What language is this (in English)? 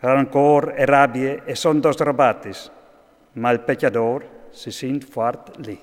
Friulian